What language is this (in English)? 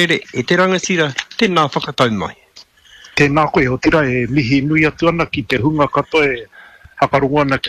Māori